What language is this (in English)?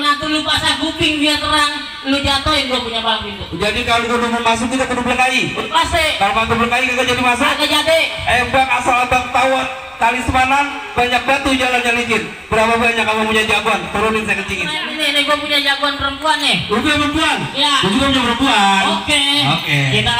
Betawi